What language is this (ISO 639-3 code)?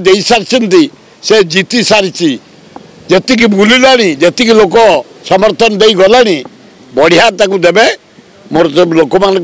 ori